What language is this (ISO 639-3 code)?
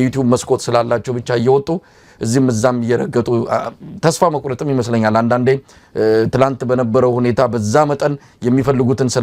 amh